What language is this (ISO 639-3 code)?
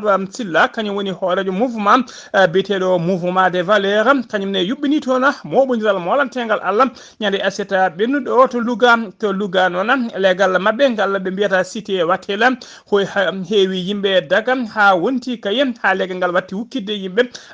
ful